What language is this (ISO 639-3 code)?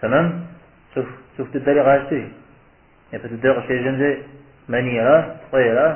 kbd